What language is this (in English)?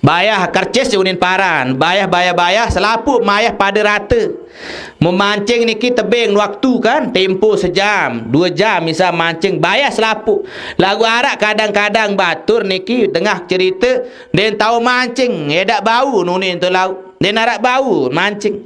Sasak